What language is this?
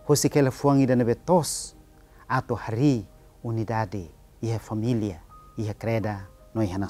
Tetum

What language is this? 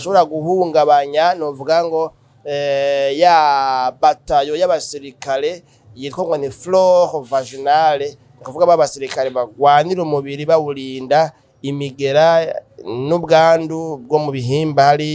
Rundi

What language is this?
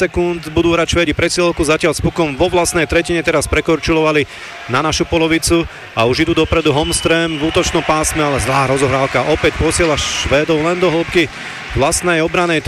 Slovak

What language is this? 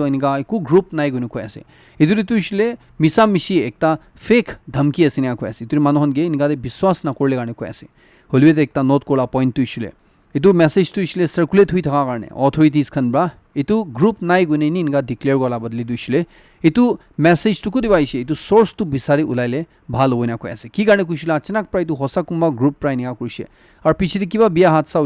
Naga Pidgin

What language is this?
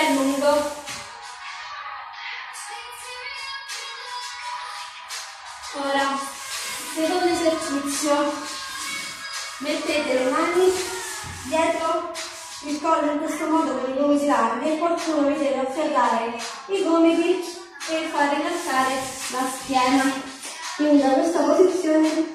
Italian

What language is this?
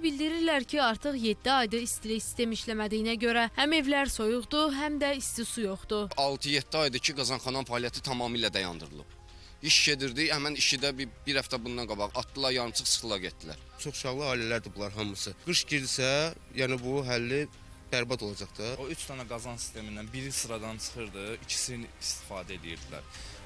Azerbaijani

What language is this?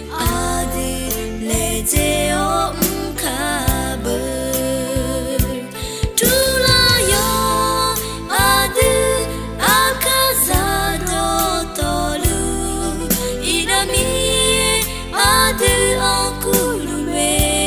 Akha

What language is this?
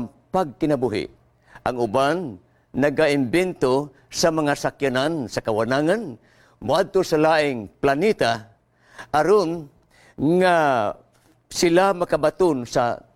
Cebuano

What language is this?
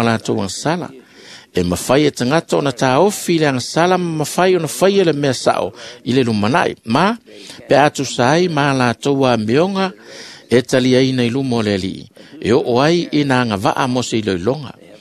Samoan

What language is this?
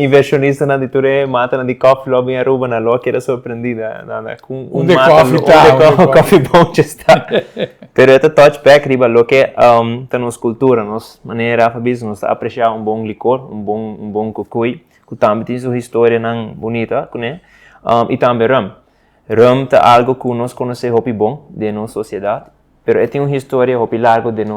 Papiamento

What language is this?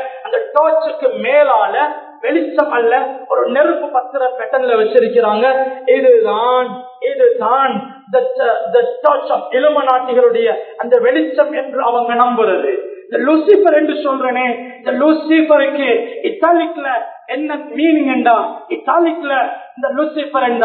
Tamil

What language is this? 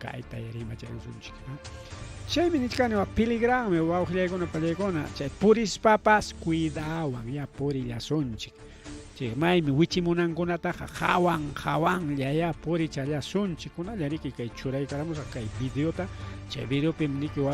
Ayacucho Quechua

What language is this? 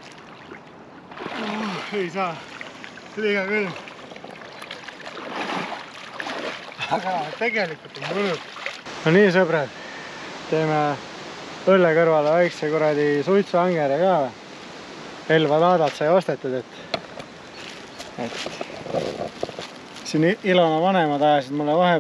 Estonian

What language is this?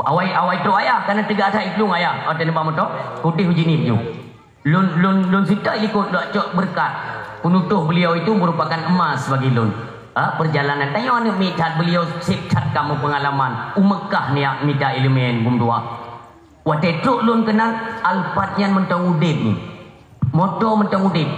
Achinese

